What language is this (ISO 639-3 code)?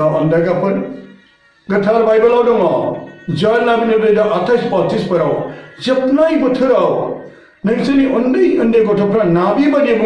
brx